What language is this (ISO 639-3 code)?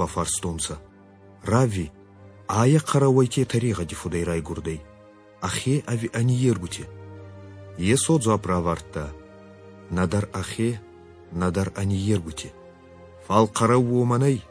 oss